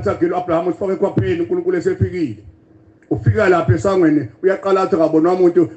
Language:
Zulu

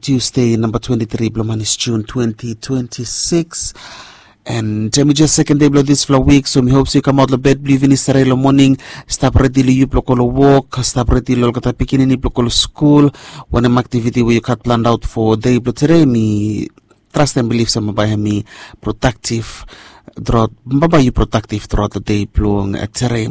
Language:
Bislama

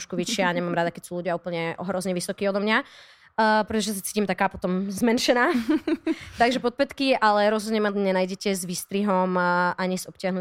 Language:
Slovak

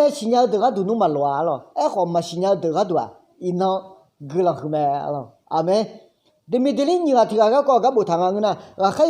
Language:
Akha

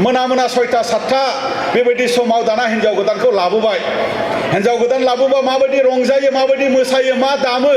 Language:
Bodo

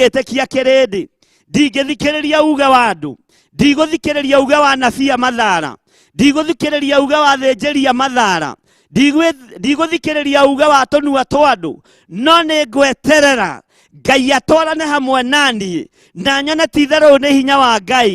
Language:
Kikuyu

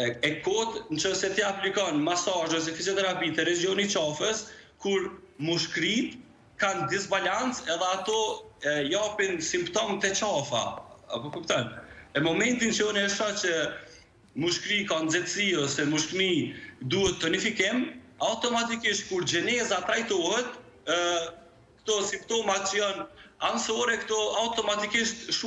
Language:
Albanian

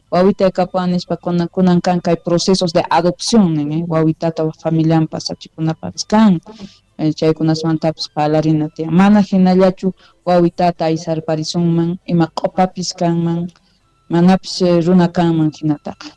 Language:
Quechua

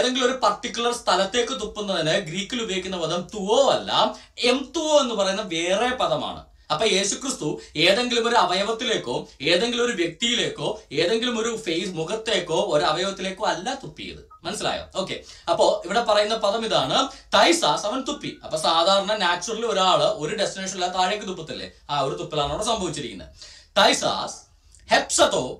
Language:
Malayalam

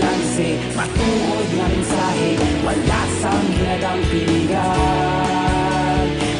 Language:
Hiligaynon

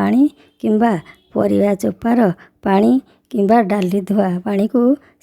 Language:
Odia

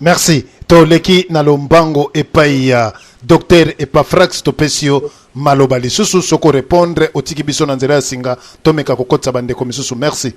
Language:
Lingala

